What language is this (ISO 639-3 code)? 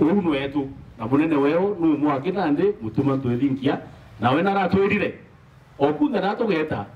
mer